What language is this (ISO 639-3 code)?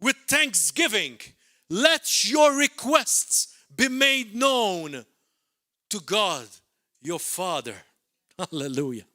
eng